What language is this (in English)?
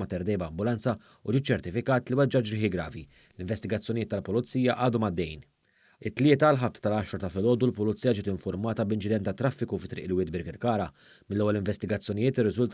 Maltese